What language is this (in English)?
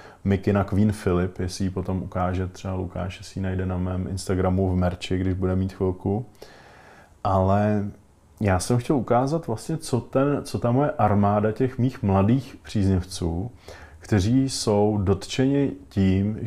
Czech